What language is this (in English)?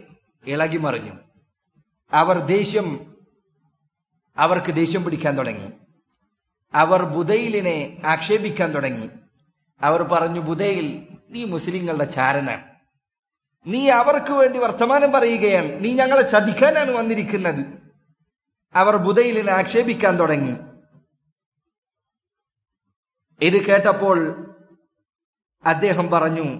Malayalam